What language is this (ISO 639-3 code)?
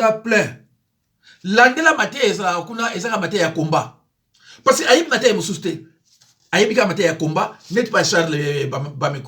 lin